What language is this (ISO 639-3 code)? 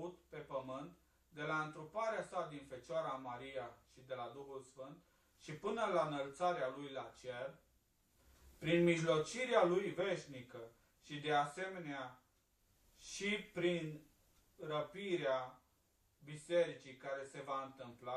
ron